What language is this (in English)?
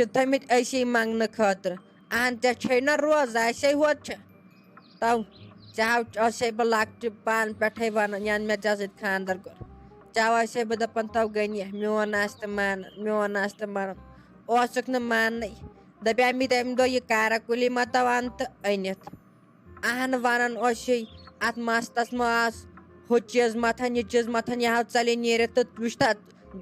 Kashmiri